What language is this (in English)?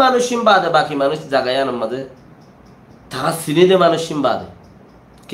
Rohingya